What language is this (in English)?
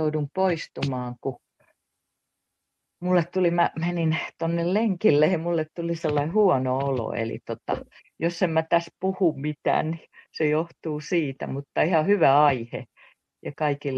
Finnish